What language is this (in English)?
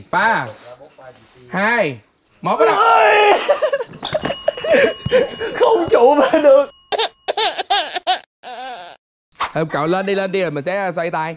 Vietnamese